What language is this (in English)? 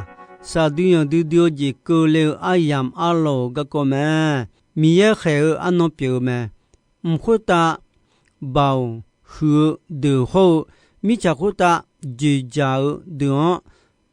Akha